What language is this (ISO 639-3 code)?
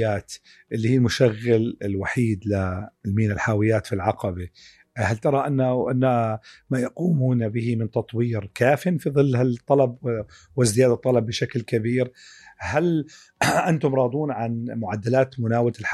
apc